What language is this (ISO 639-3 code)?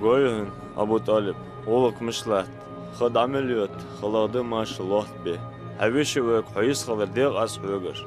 inh